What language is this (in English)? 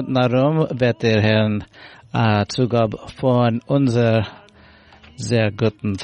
Yiddish